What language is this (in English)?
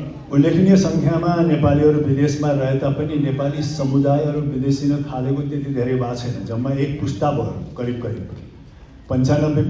Nepali